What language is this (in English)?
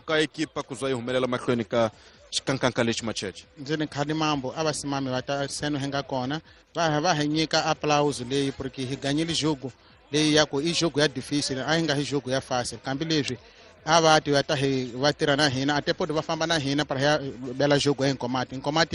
Tsonga